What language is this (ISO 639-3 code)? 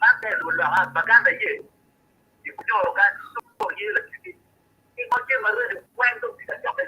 ach